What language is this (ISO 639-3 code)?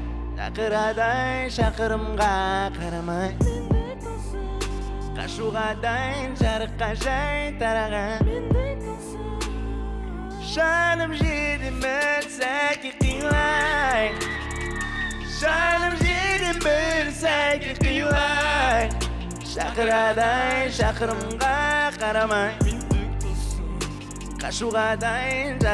kaz